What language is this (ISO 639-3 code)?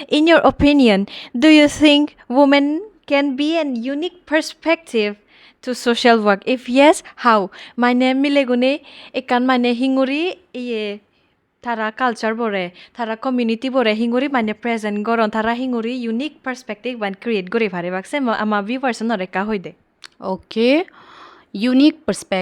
ccp